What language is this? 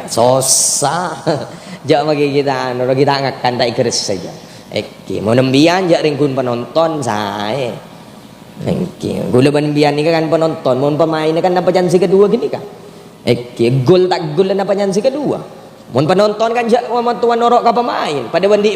Madurese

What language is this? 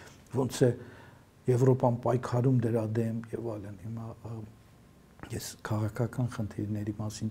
Armenian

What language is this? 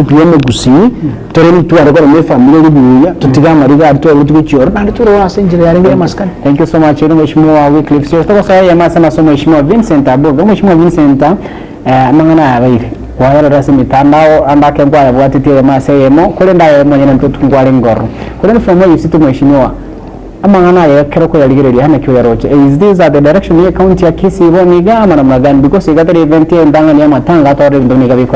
Gusii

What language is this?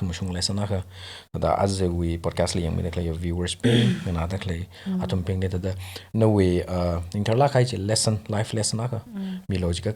Tangkhul Naga (India)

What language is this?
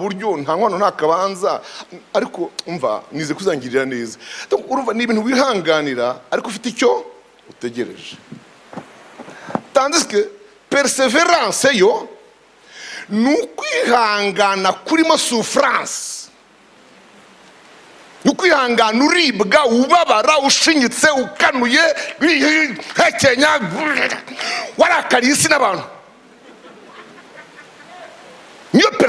Kinyarwanda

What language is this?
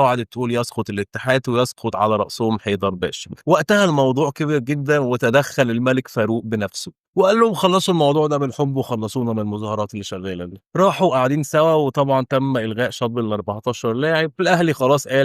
Egyptian Arabic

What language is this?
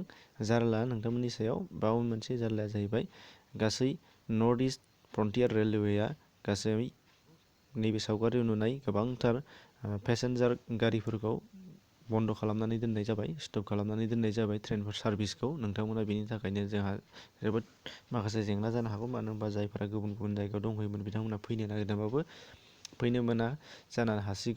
Bodo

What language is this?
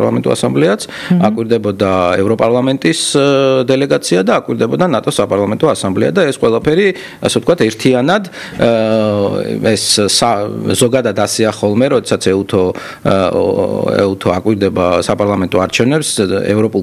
Georgian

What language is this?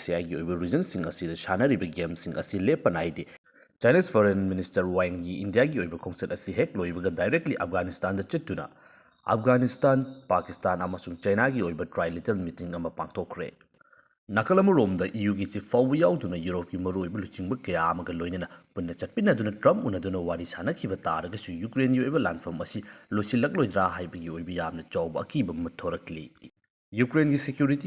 Manipuri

